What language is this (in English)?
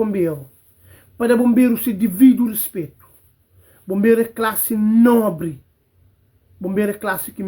Kabuverdianu